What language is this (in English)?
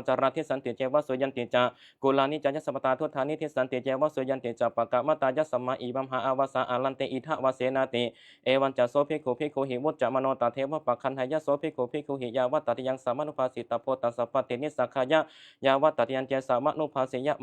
Pali